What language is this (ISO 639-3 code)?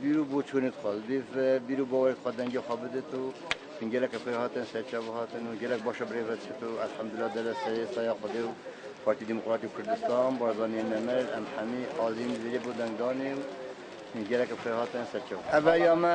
kur